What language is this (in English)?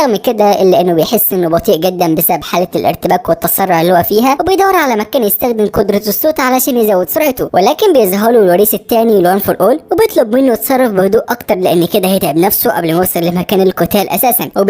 Egyptian Arabic